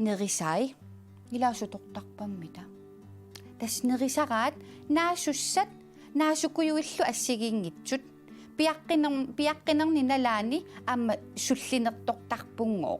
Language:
Kalaallisut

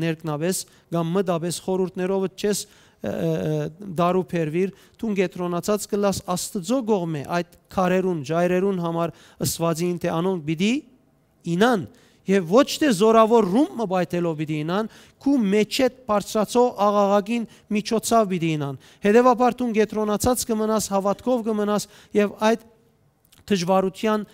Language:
Western Armenian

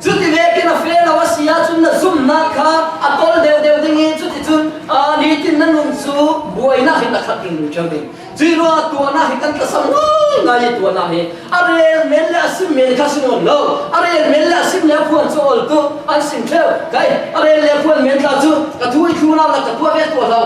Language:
Falam Chin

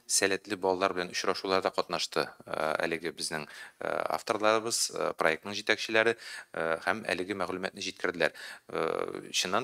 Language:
Tatar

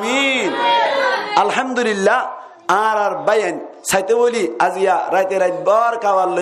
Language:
Rohingya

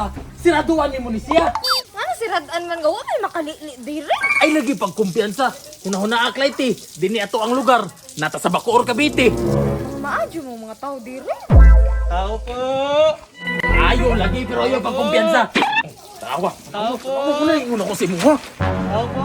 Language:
Cebuano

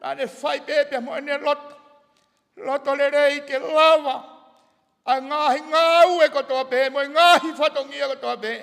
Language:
Tongan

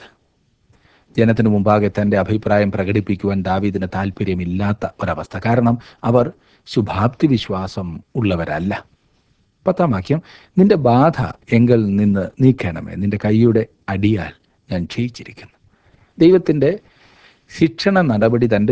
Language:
Malayalam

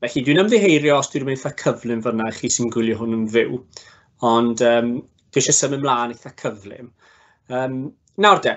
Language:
Welsh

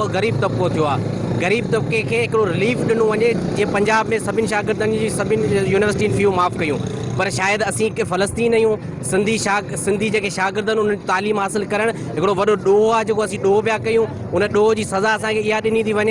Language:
Sindhi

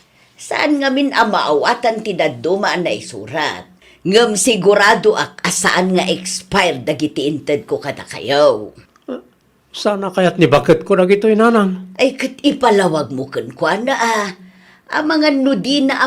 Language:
Iloko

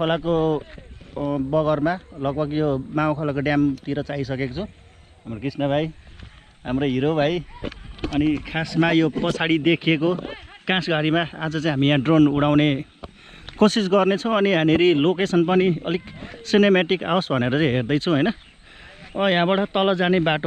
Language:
Nepali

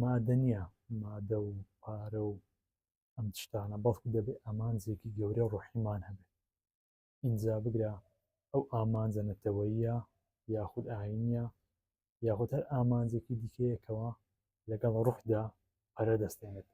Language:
Central Kurdish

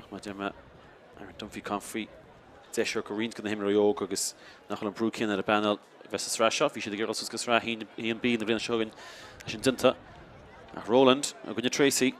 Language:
Irish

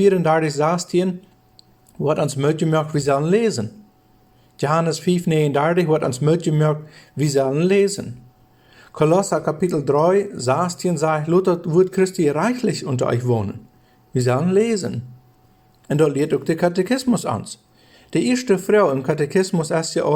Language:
Plautdietsch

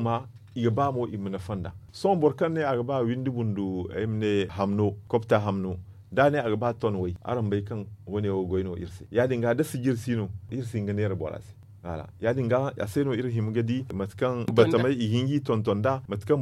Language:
Zarma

